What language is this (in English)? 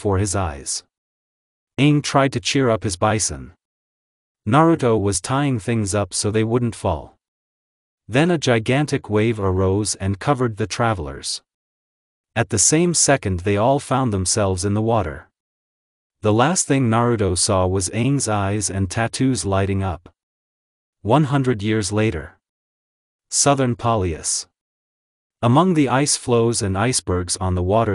English